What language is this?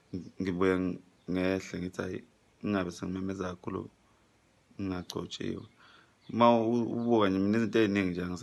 Zulu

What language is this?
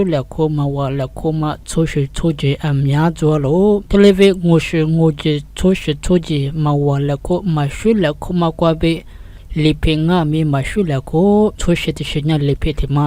Lisu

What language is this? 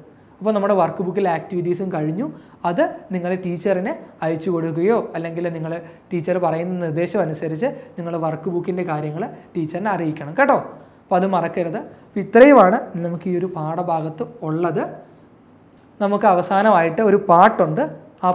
Malayalam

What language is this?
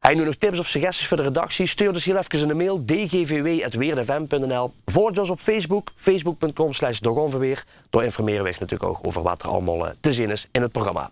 Limburgish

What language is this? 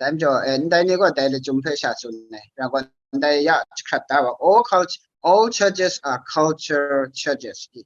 Kachin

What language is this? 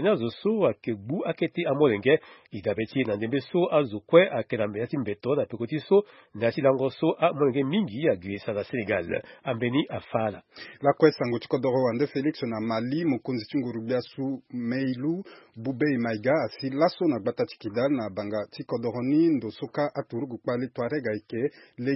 Sango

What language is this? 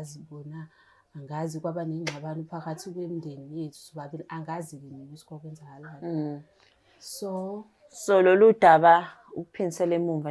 Zulu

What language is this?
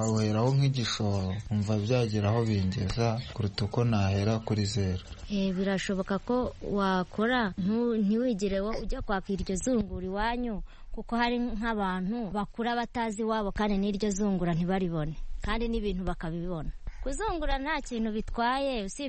Kinyarwanda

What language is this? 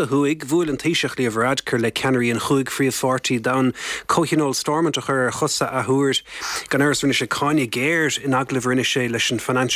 Irish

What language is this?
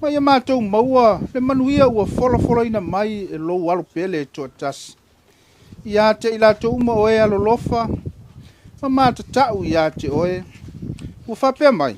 Samoan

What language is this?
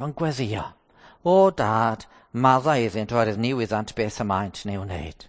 Welsh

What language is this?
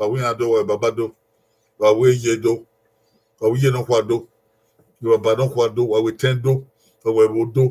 Bini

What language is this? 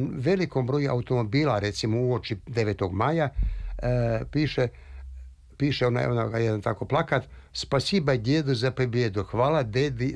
Serbian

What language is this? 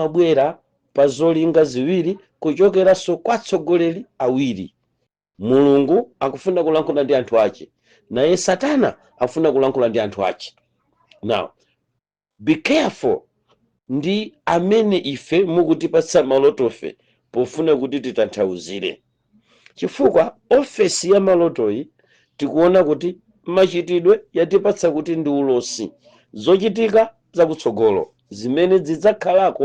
Nyanja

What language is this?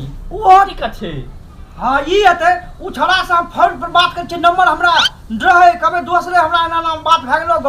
Maithili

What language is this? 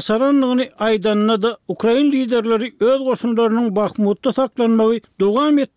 Turkmen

